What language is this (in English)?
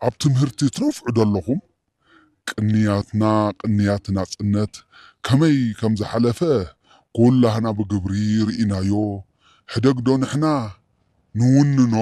Tigrinya